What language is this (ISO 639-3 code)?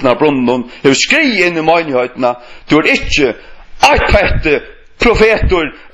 fao